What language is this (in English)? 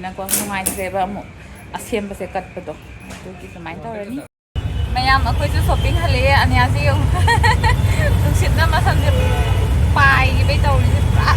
Manipuri